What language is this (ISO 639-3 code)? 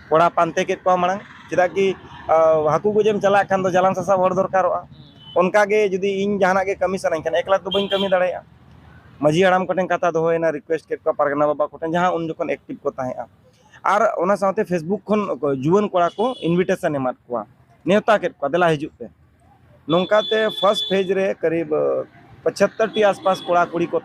sat